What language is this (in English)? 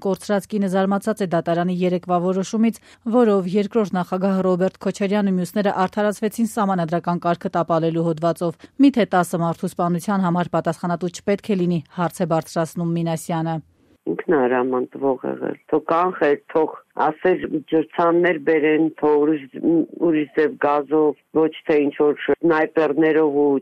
Armenian